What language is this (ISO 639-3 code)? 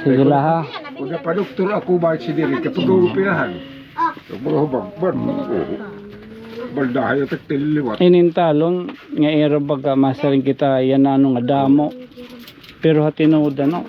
war